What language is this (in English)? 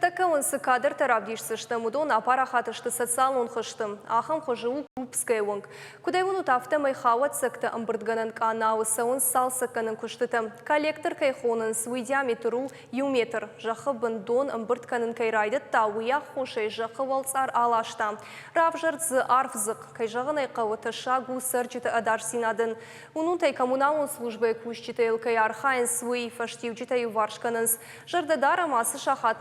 Ossetic